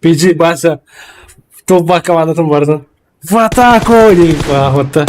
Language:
Yakut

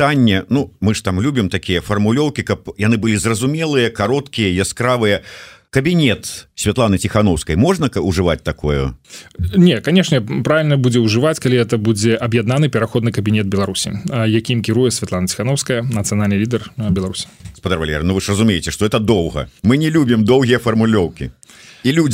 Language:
Belarusian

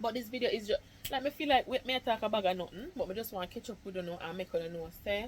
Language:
Jamaican Creole English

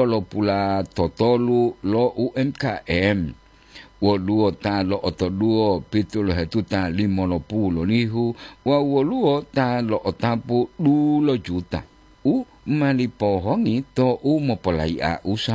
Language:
Gorontalo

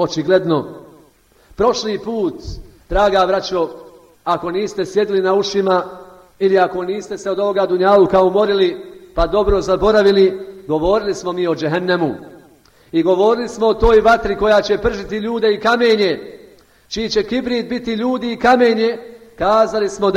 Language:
Bosnian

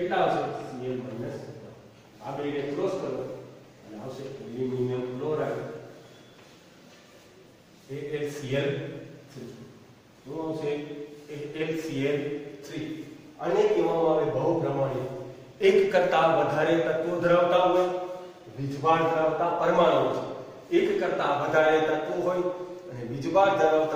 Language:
Gujarati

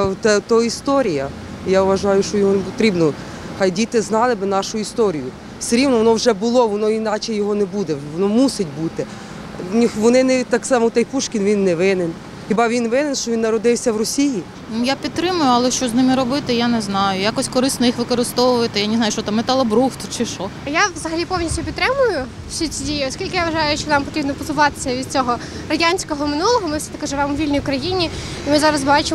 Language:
Ukrainian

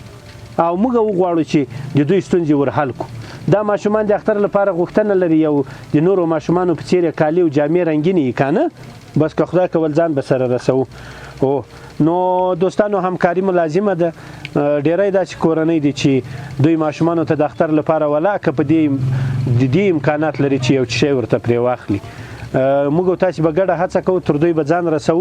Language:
Pashto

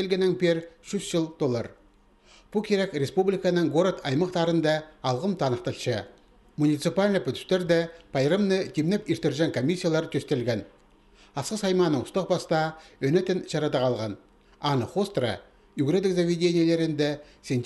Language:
Khakas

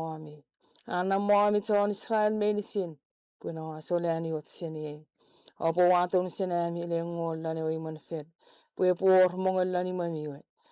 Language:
Chuukese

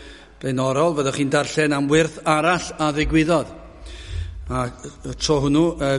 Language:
Welsh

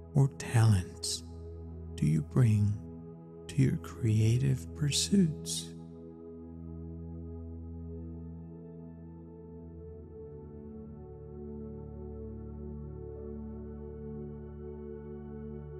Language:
English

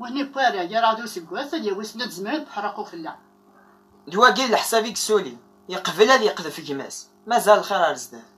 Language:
Kabyle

